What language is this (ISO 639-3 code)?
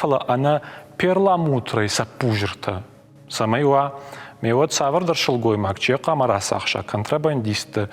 oss